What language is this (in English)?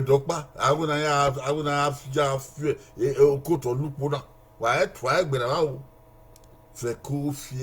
Bini